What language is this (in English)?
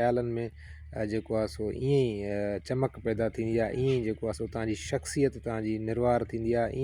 Sindhi